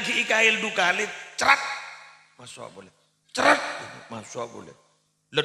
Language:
Madurese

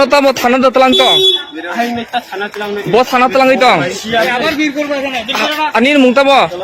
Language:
Kok Borok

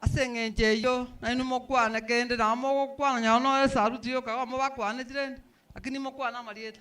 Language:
Gusii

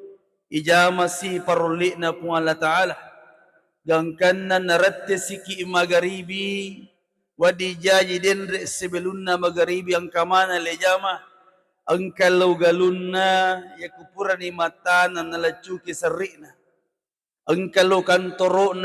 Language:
Buginese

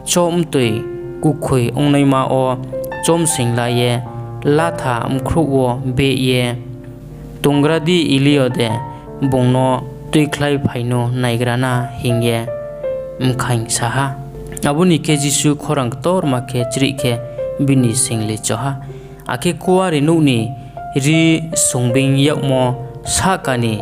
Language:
Riang (India)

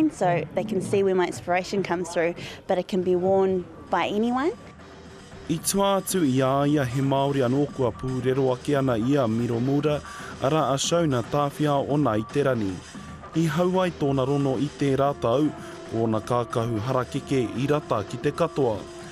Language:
Māori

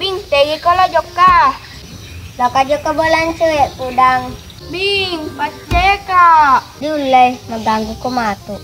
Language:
Buginese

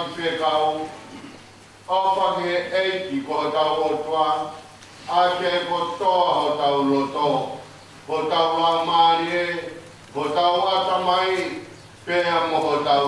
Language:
Tongan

